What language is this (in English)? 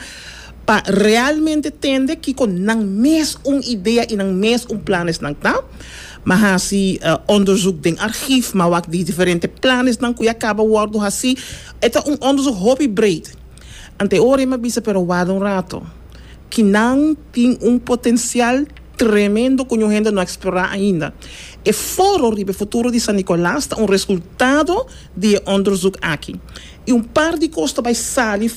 Papiamento